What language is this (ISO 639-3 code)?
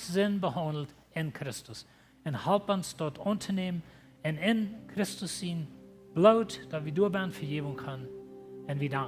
pdt